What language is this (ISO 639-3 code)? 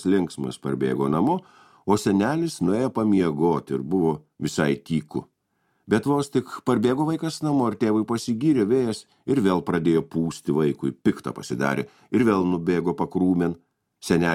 lit